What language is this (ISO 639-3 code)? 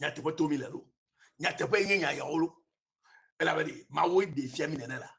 ewe